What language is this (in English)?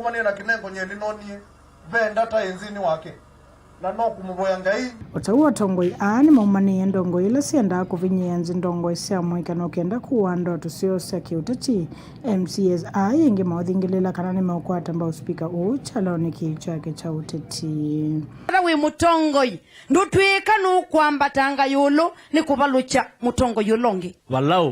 Kamba